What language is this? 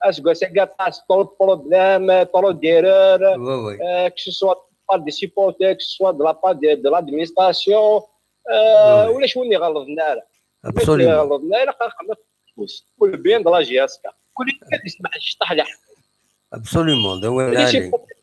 Kabyle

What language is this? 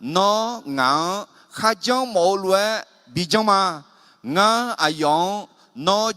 Akha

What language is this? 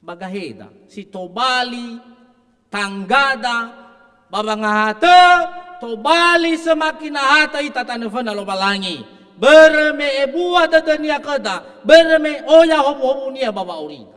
Nias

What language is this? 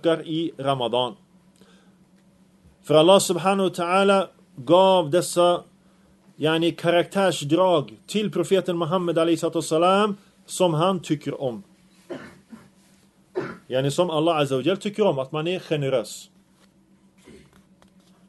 Swedish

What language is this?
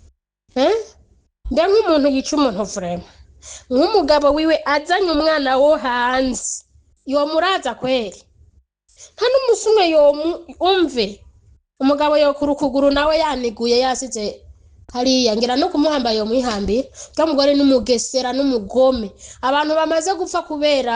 Rundi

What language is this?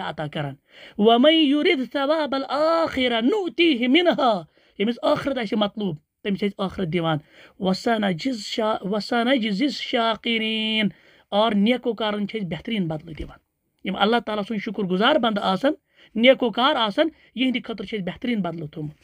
Kashmiri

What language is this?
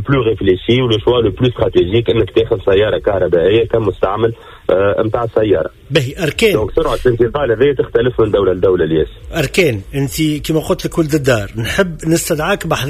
Tunisian Arabic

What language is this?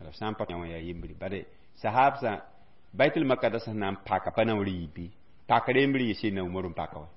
Mossi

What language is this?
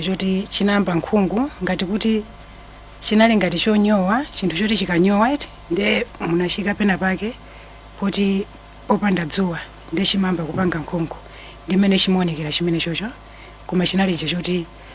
Nyanja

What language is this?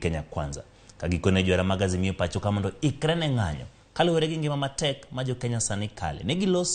Luo (Kenya and Tanzania)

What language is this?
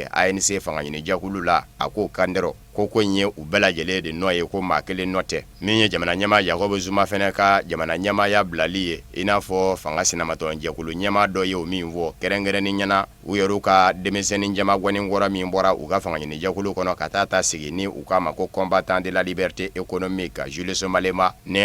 Bambara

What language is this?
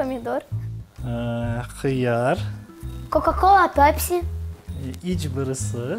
Crimean Tatar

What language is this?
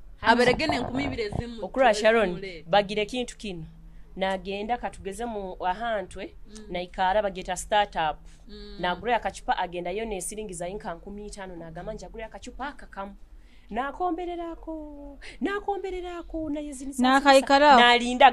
Nyoro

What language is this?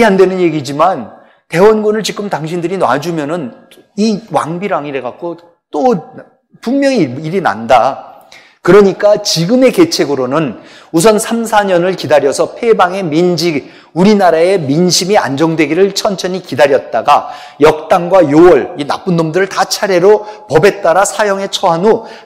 Korean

